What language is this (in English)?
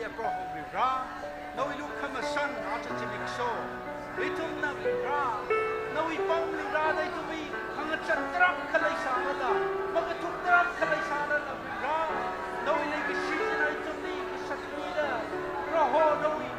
Tangkhul Naga (India)